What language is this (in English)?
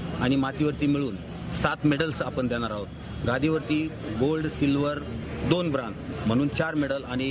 Marathi